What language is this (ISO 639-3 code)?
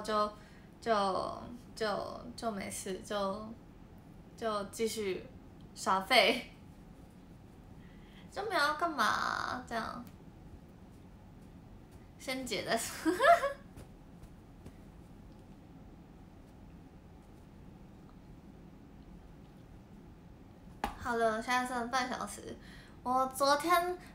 zho